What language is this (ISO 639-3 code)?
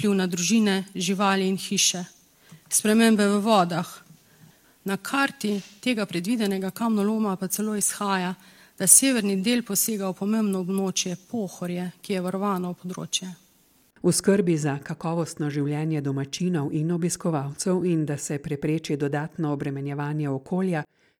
slv